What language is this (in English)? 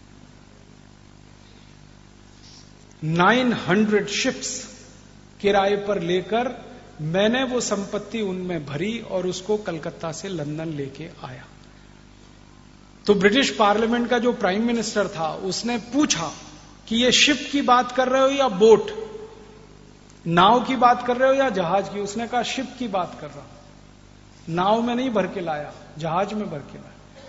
Hindi